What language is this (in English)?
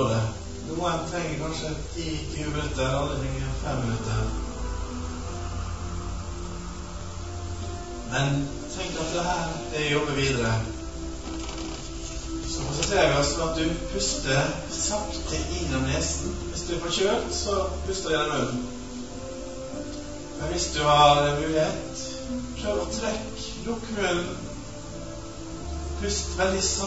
Norwegian